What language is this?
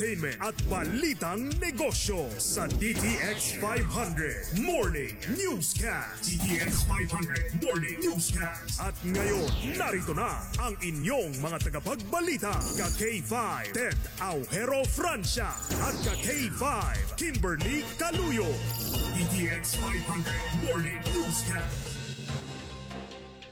Filipino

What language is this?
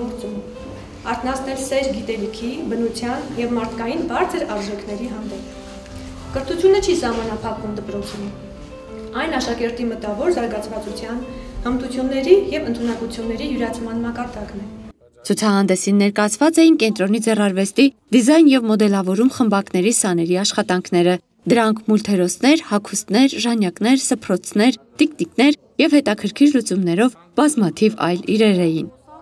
Armenian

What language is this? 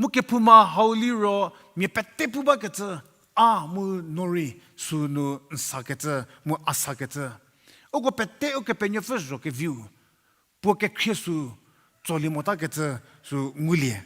Angami Naga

